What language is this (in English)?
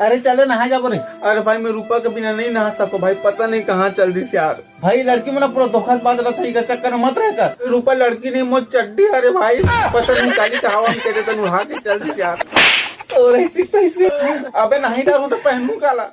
Chhattisgarhi